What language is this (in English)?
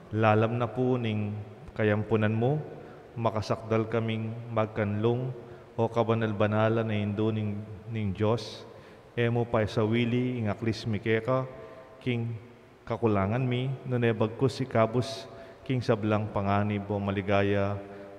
Pampanga